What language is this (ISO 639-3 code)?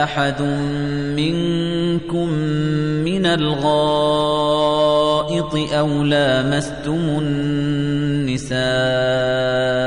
ara